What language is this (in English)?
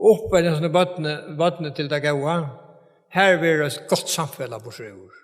Faroese